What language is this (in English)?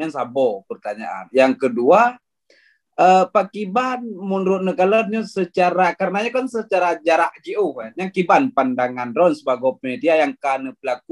Achinese